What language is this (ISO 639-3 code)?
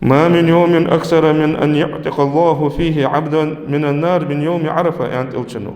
inh